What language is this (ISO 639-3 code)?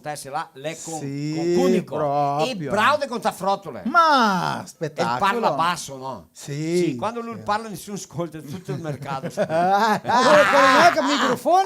vec